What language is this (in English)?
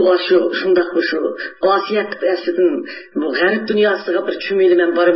Uyghur